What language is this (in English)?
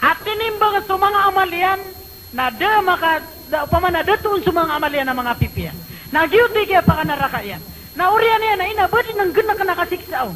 Maranao